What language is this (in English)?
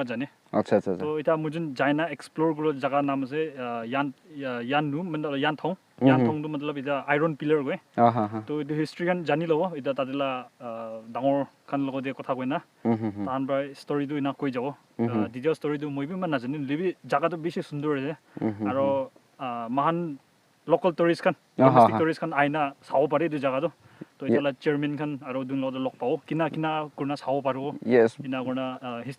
Naga Pidgin